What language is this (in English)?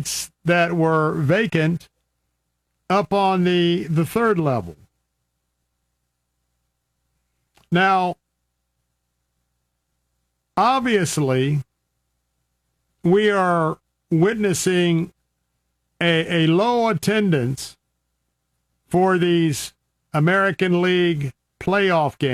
English